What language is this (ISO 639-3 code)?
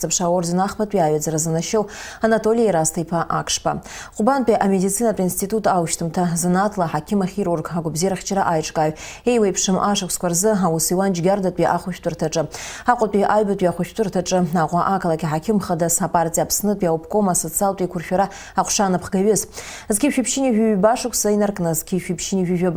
abk